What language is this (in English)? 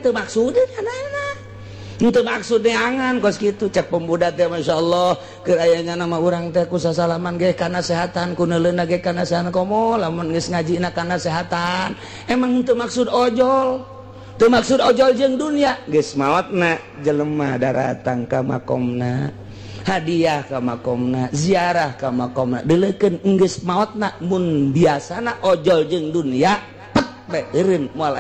Sundanese